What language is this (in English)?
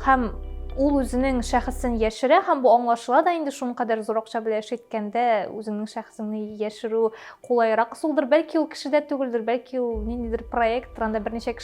Tatar